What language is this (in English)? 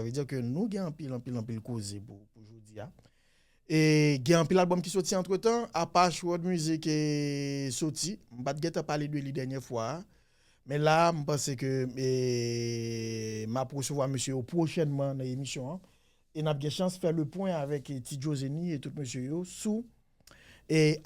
Haitian Creole